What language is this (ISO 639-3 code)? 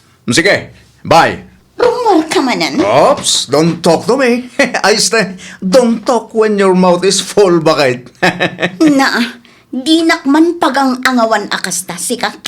ilo